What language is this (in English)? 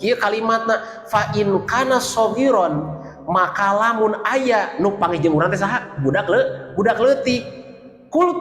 Sundanese